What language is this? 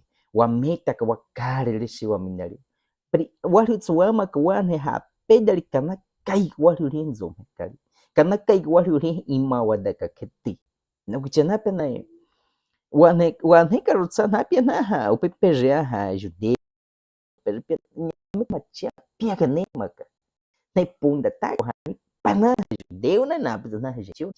Baniwa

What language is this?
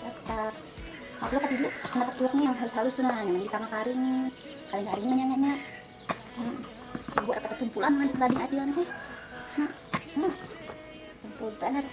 Banjar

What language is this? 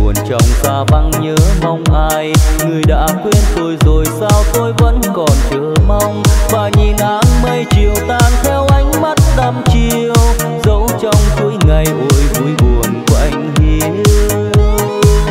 Vietnamese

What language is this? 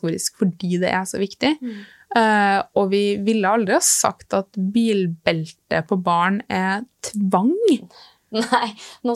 Norwegian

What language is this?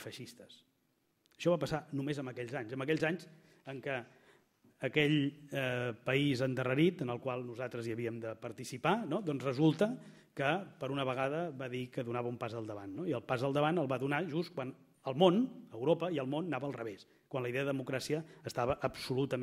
Catalan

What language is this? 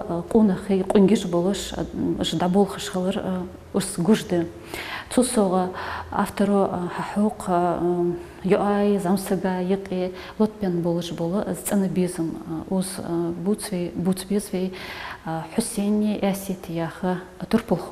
Ingush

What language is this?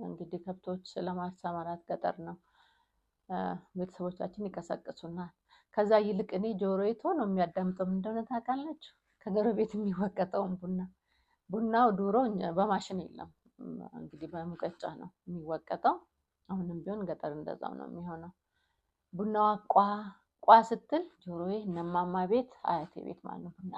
Amharic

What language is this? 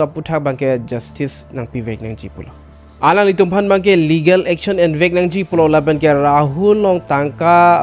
Karbi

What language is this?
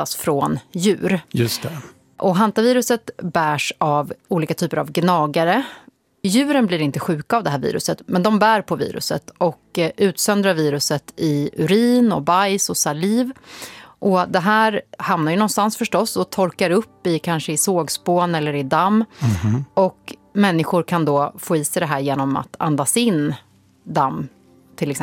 Swedish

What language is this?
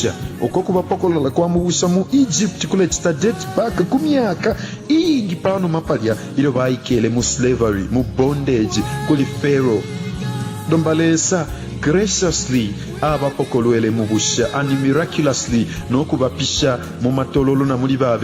Bemba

